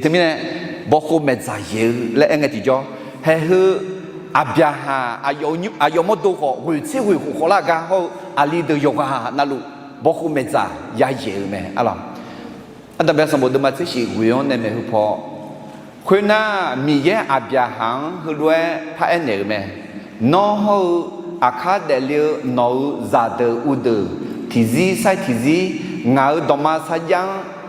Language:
Akha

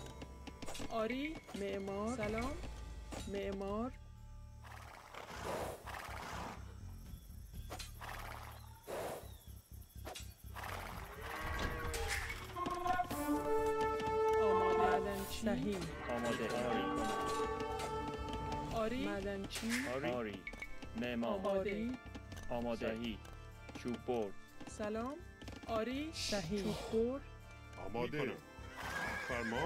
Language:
Persian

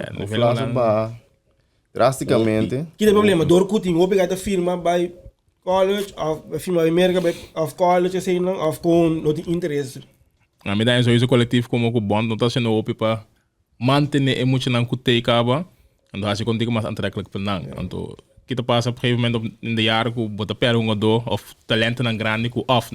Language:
Papiamento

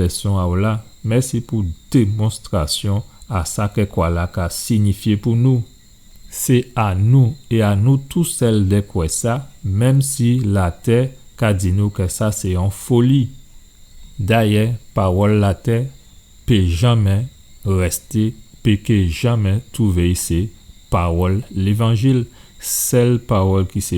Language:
Guadeloupean Creole French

